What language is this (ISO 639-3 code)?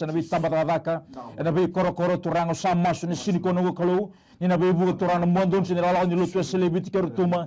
fij